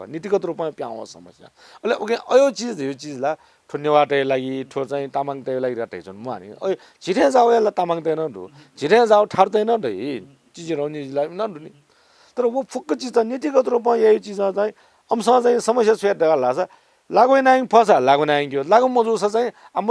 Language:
Newari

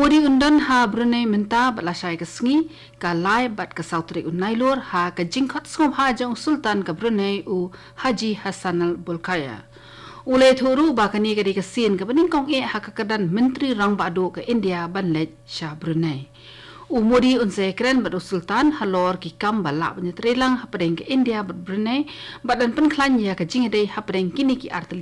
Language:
Khasi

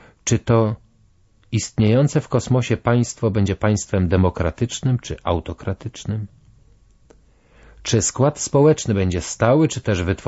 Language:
Polish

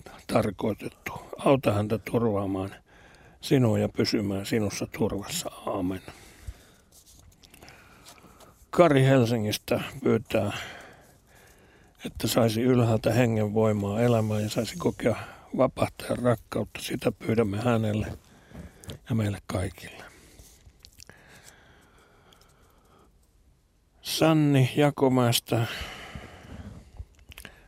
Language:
Finnish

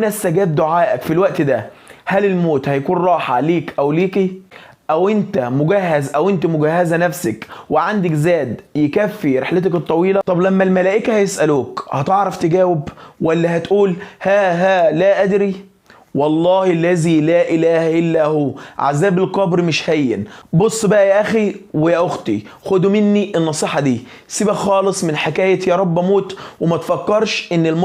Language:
Egyptian Arabic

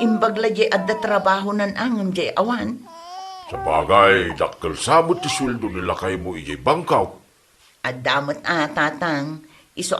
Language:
Iloko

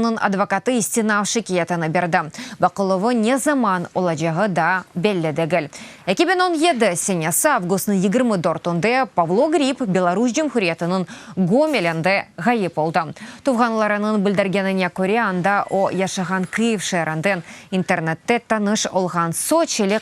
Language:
Crimean Tatar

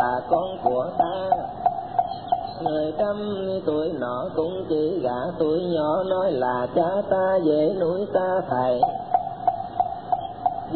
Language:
Vietnamese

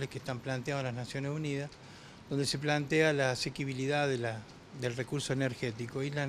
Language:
Spanish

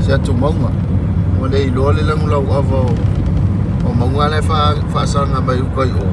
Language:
Samoan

